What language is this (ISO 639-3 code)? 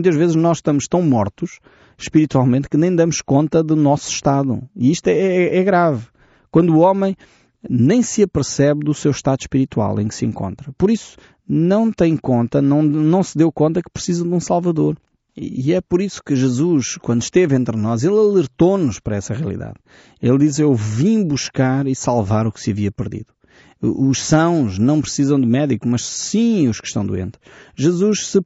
por